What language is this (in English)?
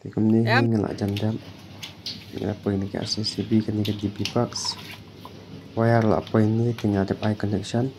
Khasi